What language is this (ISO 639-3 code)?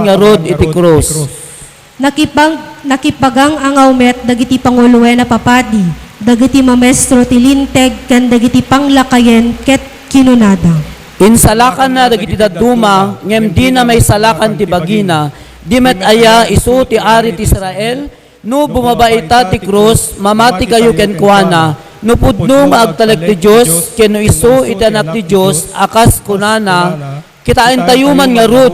ilo